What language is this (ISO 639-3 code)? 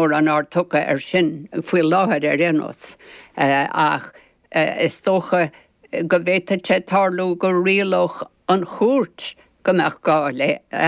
gle